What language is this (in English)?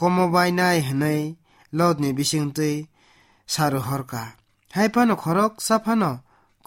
Kok Borok